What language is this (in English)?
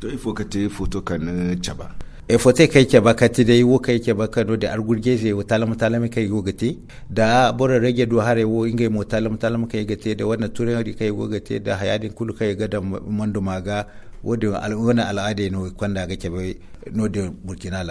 Zarma